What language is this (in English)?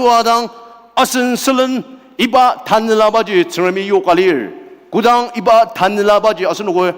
Ao Naga